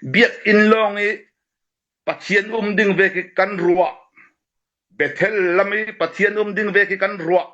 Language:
Falam Chin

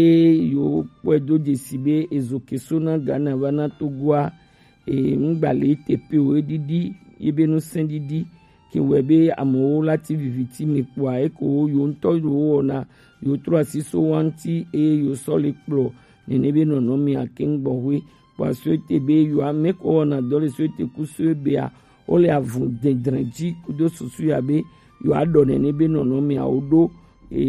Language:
Gen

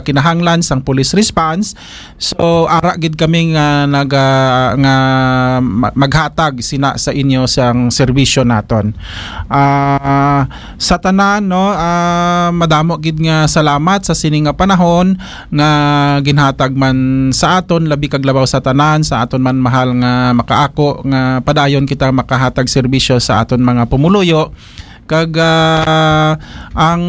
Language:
Hiligaynon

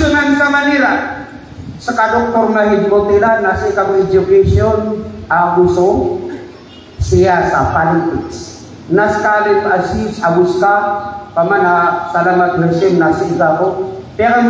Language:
Maranao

